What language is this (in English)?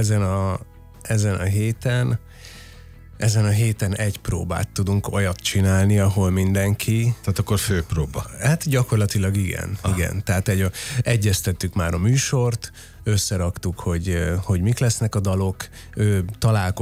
Hungarian